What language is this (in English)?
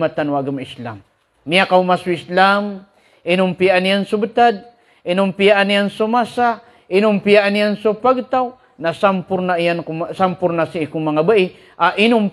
Maranao